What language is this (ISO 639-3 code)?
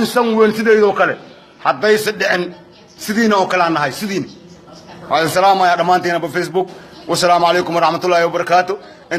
som